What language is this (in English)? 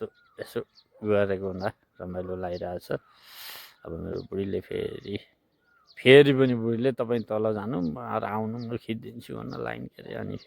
Nepali